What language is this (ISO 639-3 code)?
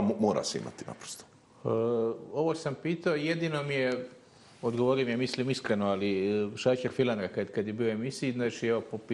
bos